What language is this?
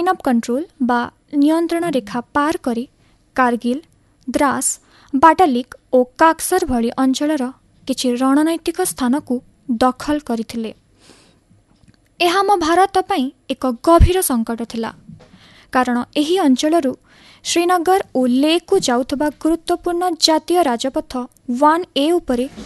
Odia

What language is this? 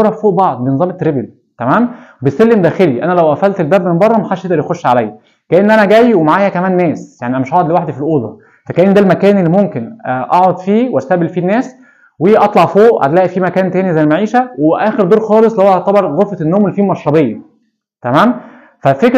Egyptian Arabic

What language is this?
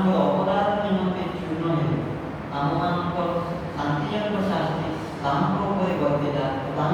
Odia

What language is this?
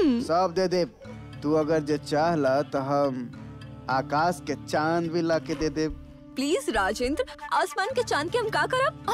Bhojpuri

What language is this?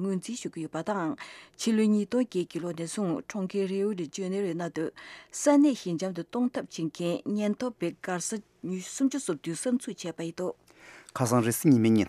Tibetan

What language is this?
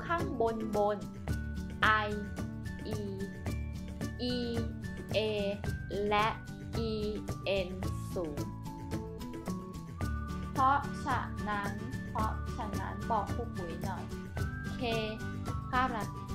Thai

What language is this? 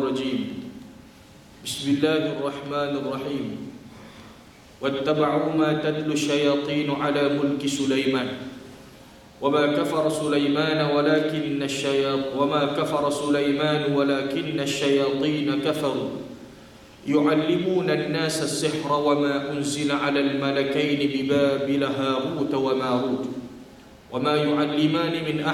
Malay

